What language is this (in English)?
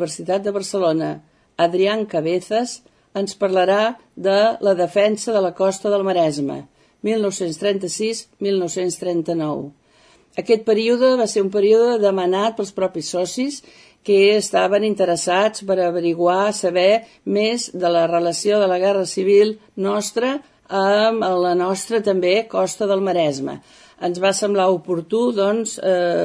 Catalan